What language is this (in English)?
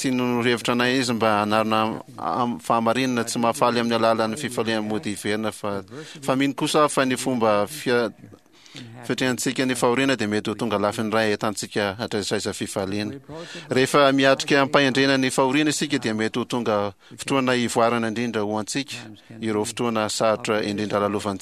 Malagasy